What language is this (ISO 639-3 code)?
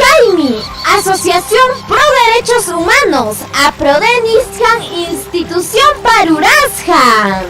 quy